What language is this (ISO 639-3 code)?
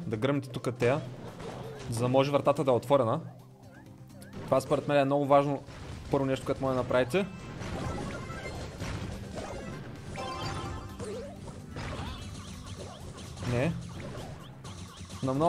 bul